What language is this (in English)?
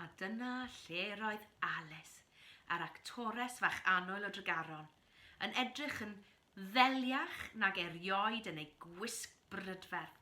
Welsh